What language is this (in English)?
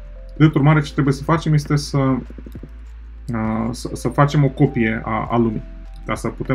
Romanian